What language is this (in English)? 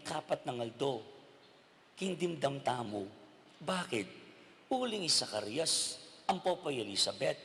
Pampanga